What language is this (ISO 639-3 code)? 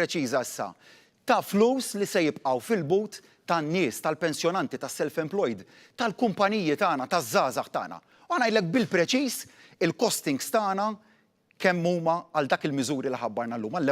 mlt